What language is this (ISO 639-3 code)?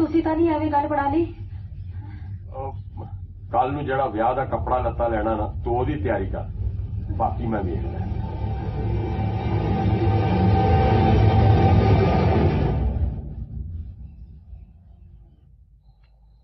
pan